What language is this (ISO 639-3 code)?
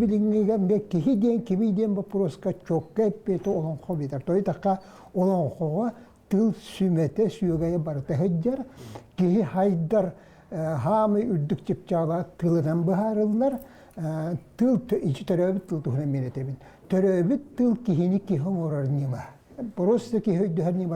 sah